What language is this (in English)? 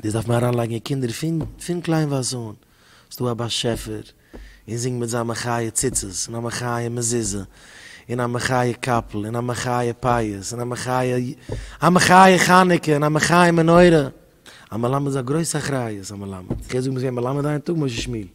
Yiddish